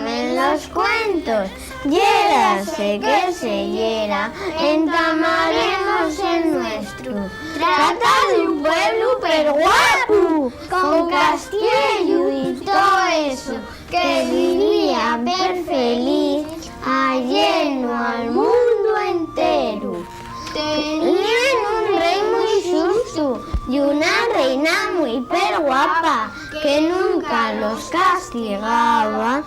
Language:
Asturian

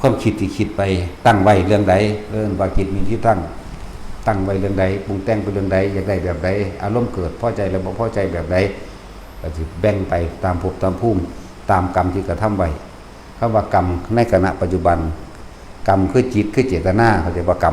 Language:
Lao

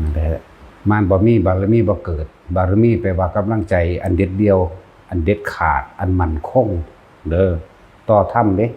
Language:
Northeastern Thai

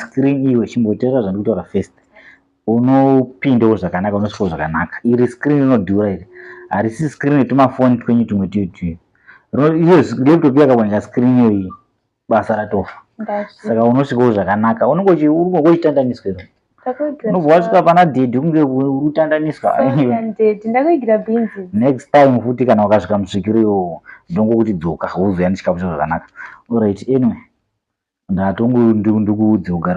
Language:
Shona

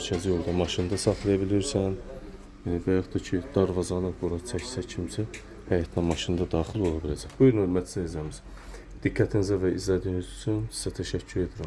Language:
Azerbaijani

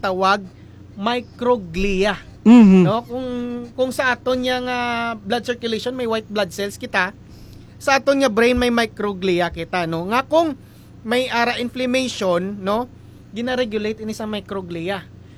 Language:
Hiligaynon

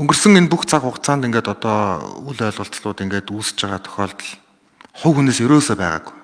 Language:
Mongolian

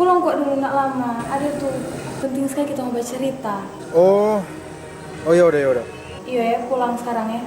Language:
Manado Malay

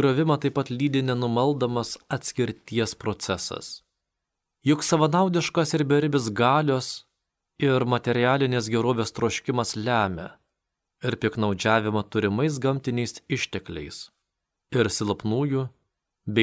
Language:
Lithuanian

